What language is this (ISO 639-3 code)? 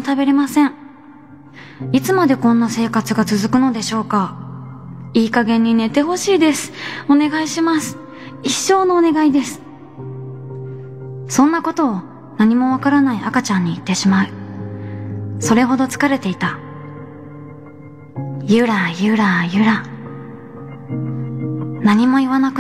jpn